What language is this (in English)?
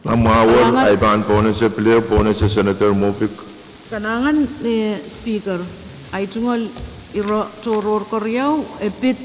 Pohnpeian